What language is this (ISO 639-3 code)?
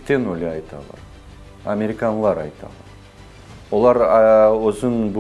crh